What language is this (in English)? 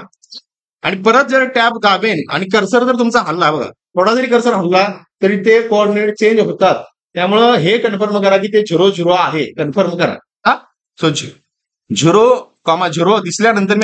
Marathi